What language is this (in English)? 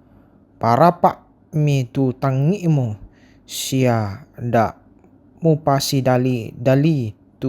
Toraja-Sa'dan